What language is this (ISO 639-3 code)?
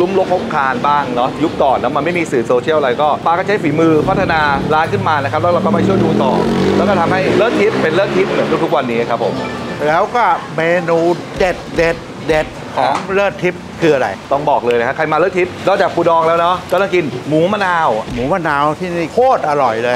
tha